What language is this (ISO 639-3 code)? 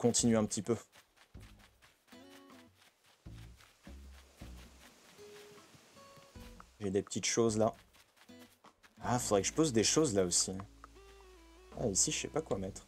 fra